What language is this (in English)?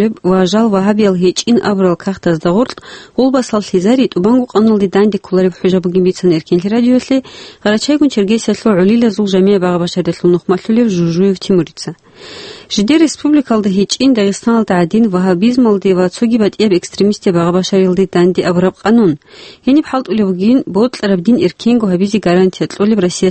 Avaric